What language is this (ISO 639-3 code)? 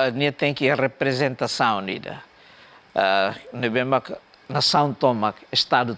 tet